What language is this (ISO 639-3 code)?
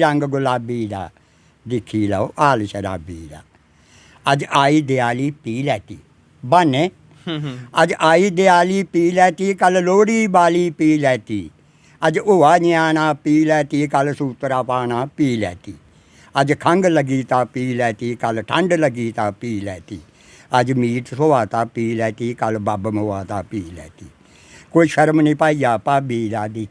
doi